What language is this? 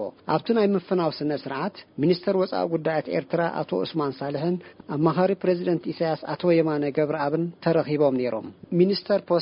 Tigrinya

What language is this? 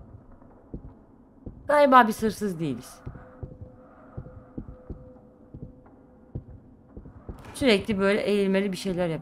Turkish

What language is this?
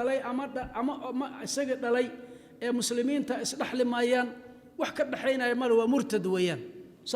Somali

